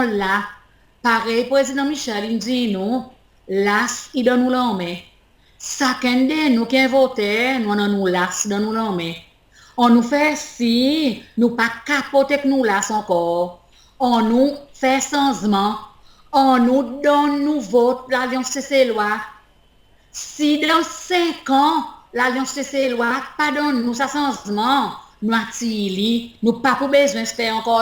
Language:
Seselwa Creole French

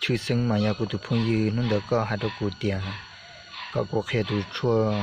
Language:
Hmong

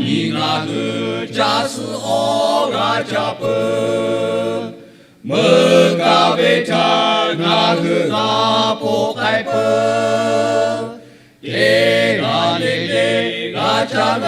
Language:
Lahu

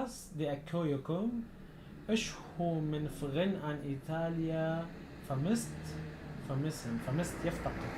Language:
North Levantine Arabic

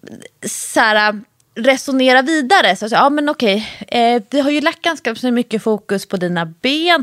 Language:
Swedish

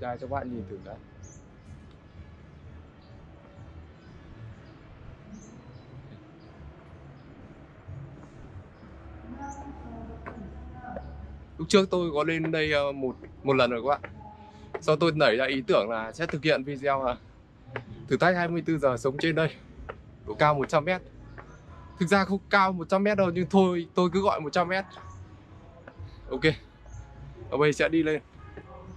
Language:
Vietnamese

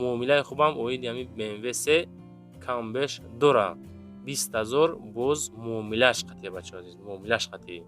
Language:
Tajik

